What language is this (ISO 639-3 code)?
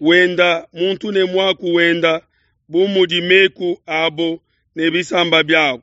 lua